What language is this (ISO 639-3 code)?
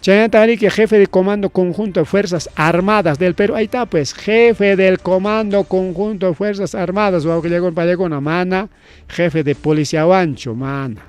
quy